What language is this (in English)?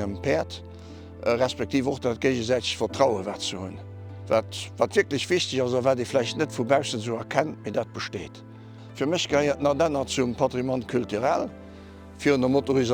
Luxembourgish